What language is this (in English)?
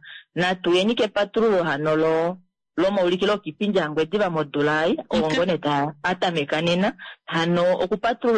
Kuanyama